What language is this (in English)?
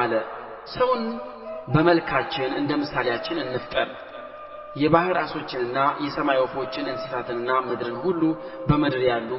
Amharic